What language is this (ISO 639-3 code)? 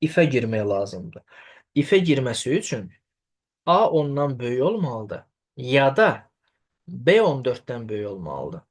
aze